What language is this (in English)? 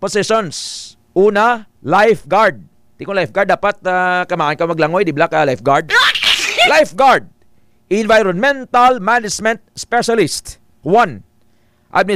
Hiligaynon